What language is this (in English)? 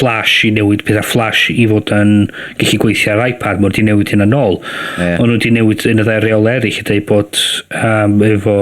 Welsh